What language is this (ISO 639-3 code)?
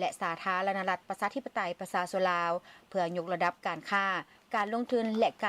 lao